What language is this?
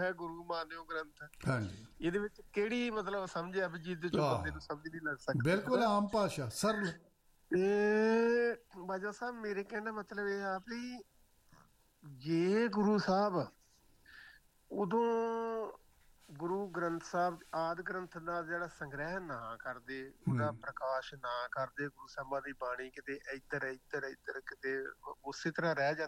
Punjabi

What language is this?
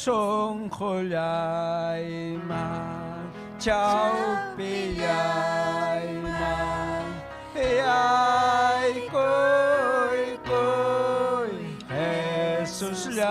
Ayacucho Quechua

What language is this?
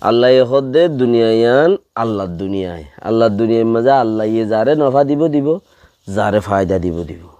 Rohingya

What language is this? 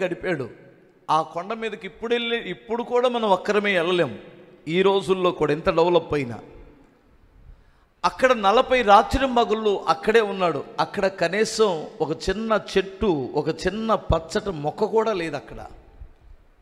Telugu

